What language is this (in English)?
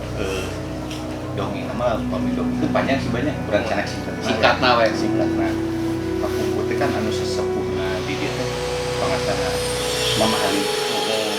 Sundanese